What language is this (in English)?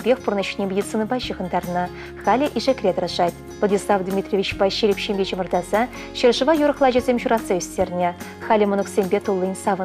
Chuvash